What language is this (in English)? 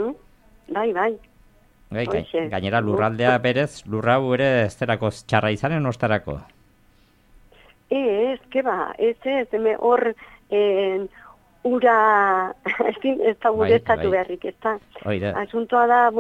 Basque